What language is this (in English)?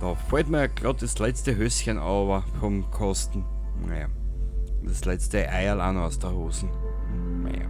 Bavarian